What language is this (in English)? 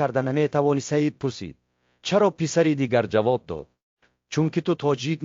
Tajik